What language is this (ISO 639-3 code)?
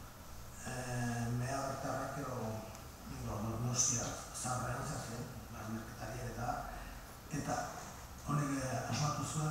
eus